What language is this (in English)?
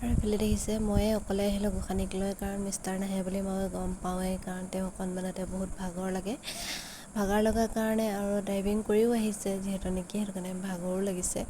Assamese